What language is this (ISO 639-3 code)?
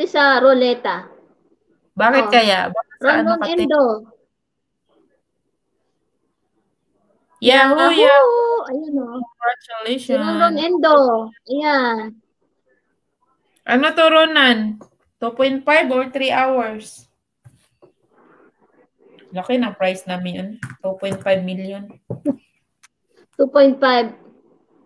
fil